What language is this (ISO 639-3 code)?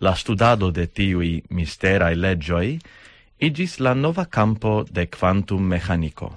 epo